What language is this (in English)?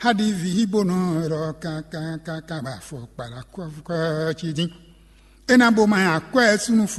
Fon